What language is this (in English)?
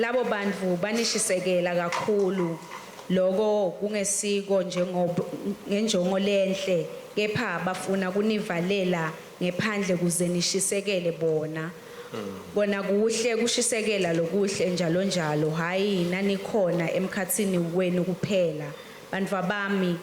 Swati